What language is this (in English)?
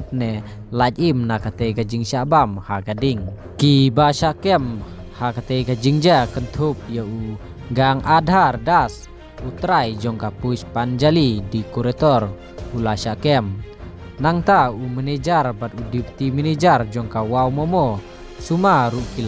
Khasi